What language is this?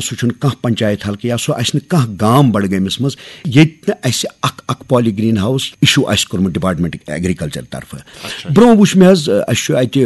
Kashmiri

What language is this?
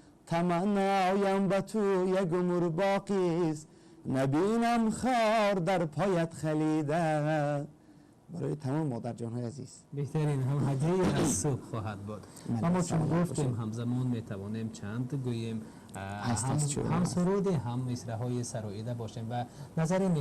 Tajik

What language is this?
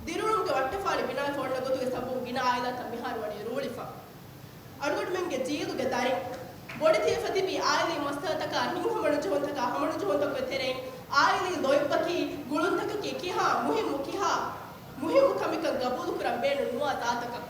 Divehi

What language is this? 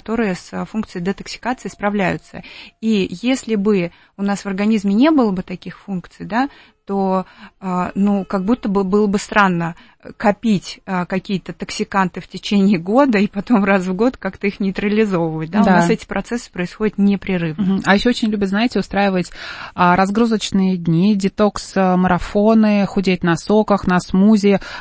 Russian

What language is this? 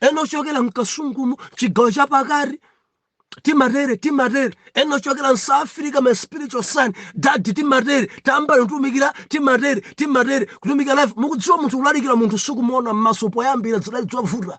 Nyanja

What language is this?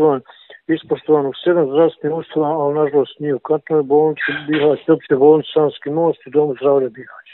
Bosnian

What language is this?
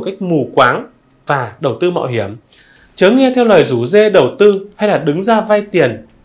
Vietnamese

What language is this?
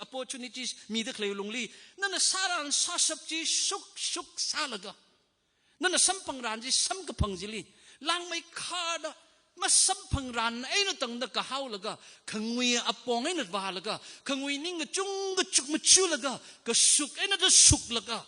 Tangkhul Naga (India)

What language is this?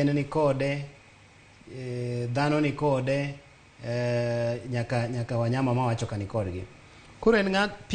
Luo (Kenya and Tanzania)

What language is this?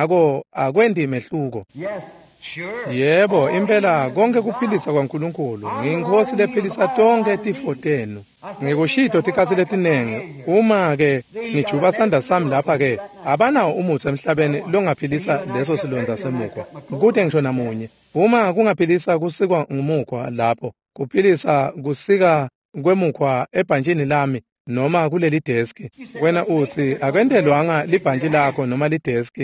Swati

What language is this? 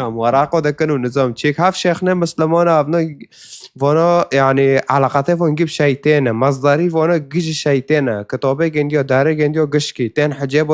Kurdish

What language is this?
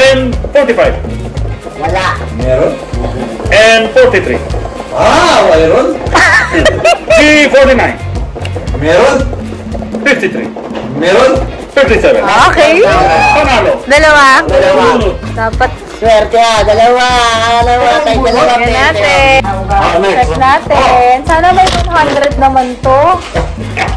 Filipino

